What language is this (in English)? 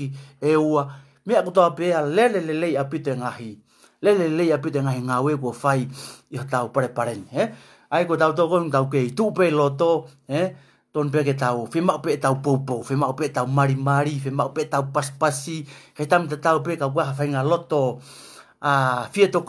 Tongan